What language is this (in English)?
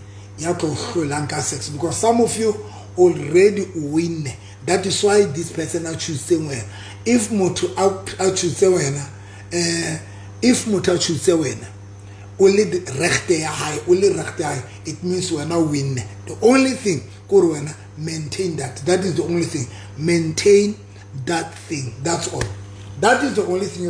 Southern Sotho